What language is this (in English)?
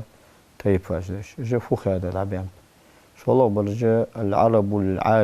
Ingush